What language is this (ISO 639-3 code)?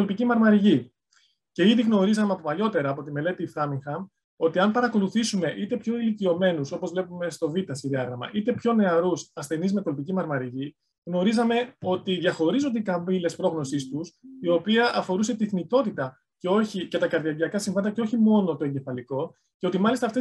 ell